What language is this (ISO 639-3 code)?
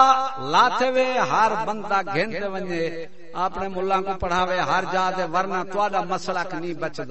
skr